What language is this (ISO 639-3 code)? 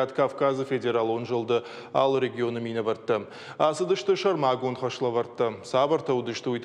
oss